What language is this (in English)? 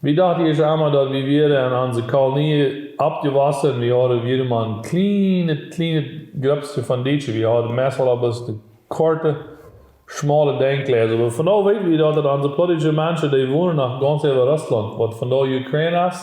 Plautdietsch